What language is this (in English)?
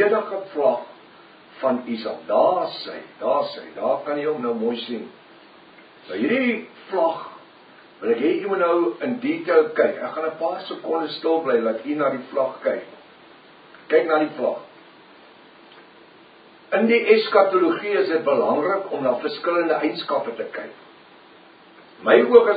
Afrikaans